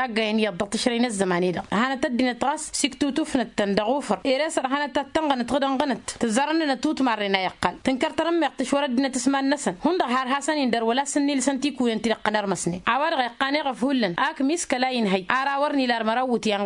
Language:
Tamasheq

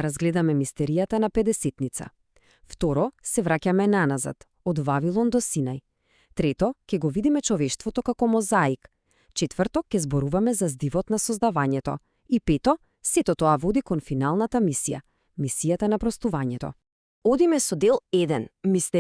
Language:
Macedonian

